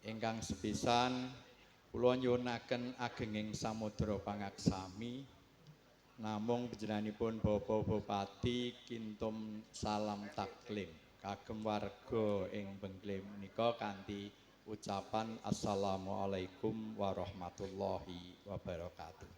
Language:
Javanese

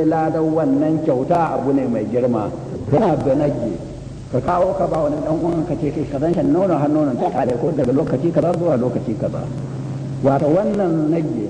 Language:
Hausa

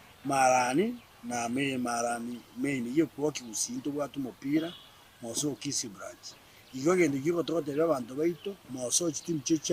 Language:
Gusii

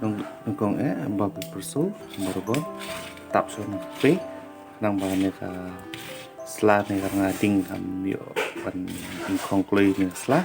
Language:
Khasi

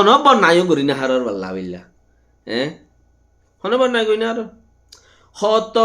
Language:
Rohingya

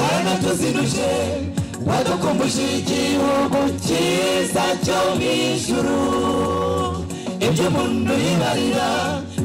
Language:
Kinyarwanda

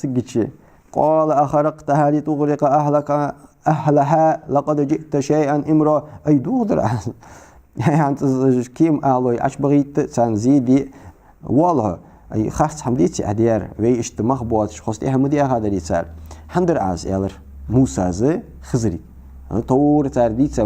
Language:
Ingush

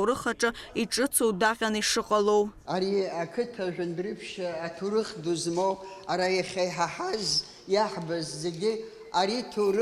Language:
Abkhazian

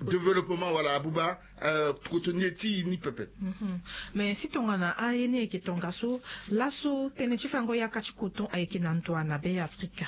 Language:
Sango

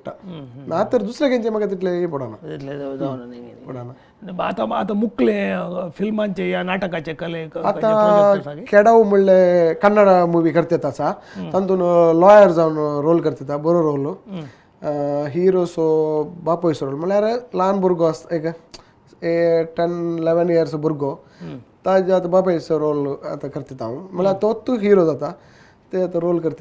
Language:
Konkani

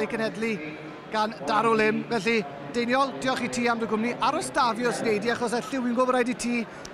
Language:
Welsh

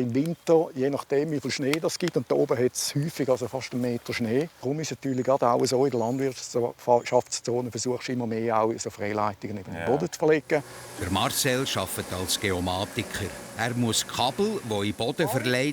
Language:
Swiss German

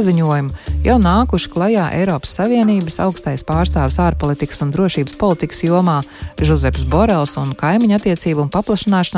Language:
Latvian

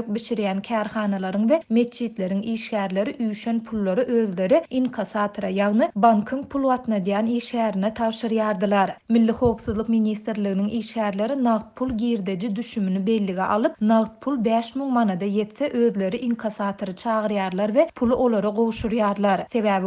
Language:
Turkmen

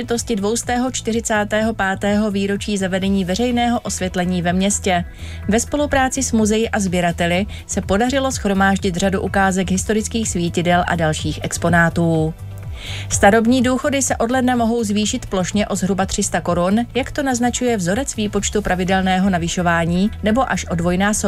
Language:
Czech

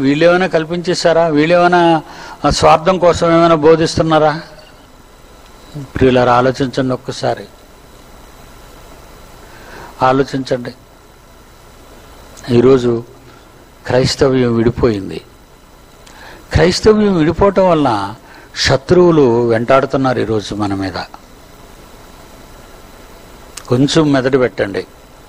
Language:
Telugu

